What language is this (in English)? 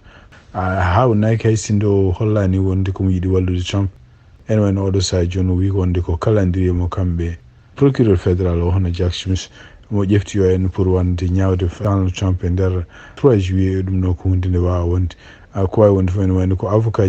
Fula